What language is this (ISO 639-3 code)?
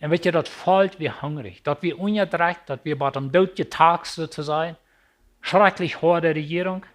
pdt